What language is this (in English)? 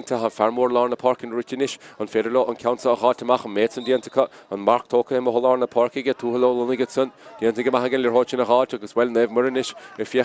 Irish